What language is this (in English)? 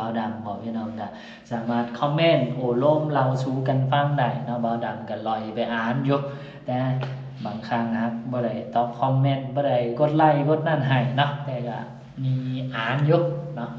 Lao